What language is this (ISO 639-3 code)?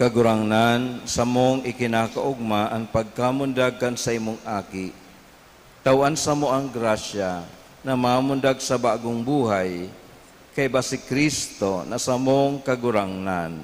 bik